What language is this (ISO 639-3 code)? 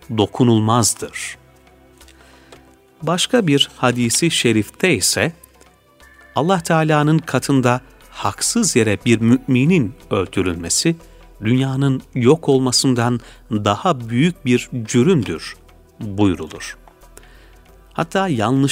tur